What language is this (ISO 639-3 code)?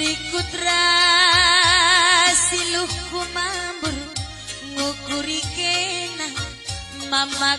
btx